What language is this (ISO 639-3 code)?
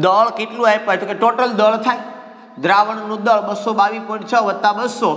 guj